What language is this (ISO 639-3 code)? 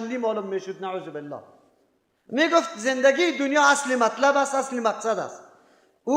fas